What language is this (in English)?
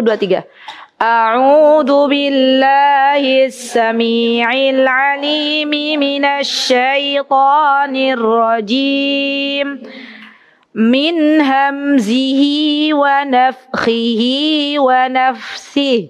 Indonesian